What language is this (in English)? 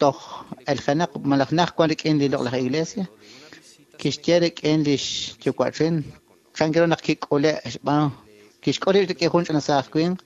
Kekchí